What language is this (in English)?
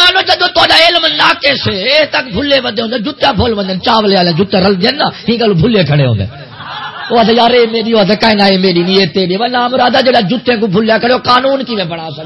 Saraiki